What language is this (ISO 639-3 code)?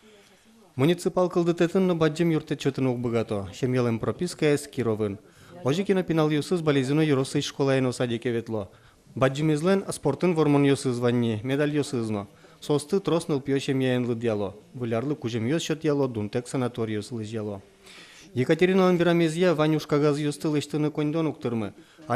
udm